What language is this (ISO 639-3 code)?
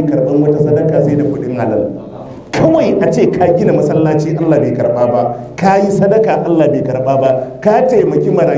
hau